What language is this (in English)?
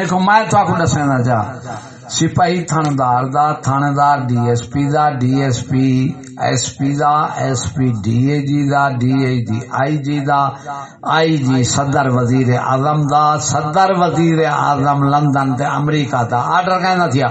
Saraiki